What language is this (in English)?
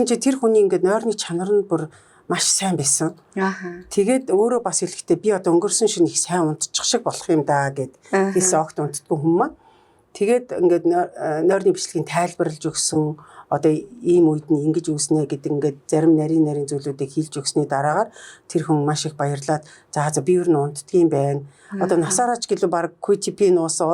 Mongolian